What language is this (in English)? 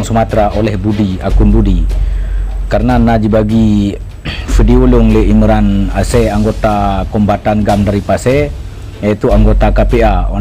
Achinese